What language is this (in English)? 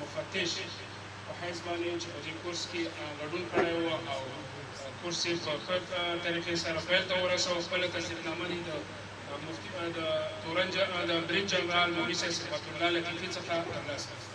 Pashto